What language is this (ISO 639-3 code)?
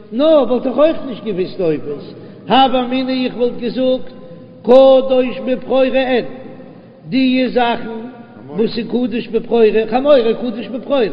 yid